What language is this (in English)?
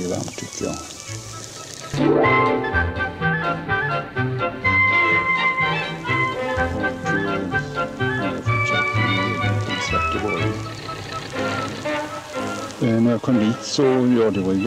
Swedish